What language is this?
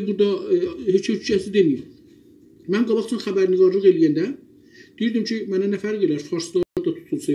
South Azerbaijani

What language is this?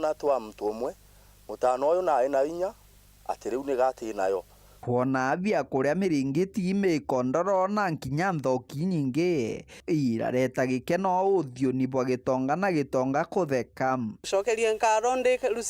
Meru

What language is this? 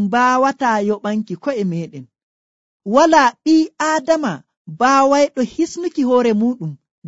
Nigerian Fulfulde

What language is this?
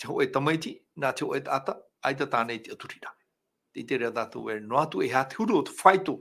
Tahitian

